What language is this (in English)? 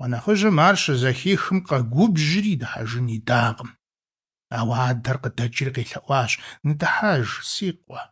Kabardian